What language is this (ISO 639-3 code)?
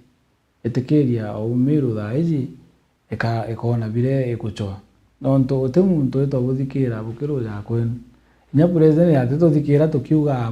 mer